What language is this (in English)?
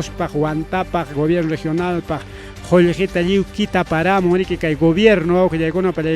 Ayacucho Quechua